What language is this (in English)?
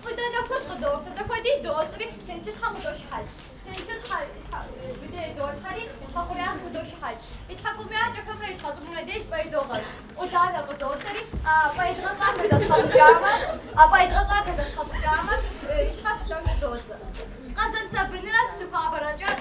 Kabardian